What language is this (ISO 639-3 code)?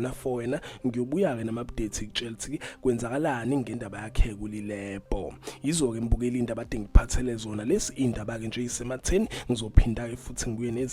zul